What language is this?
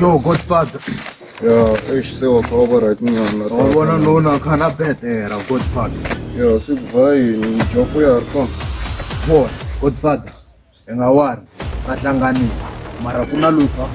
Tsonga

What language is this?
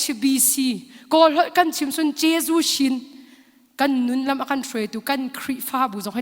Hakha Chin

